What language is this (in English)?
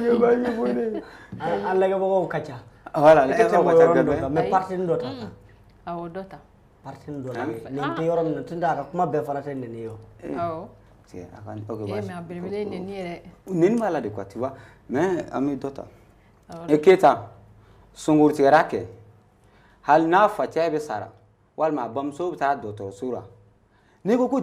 Bambara